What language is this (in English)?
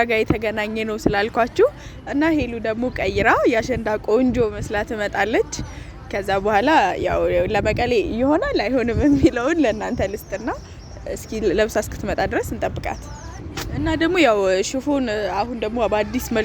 Amharic